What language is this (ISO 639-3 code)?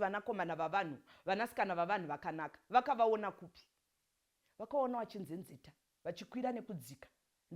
sna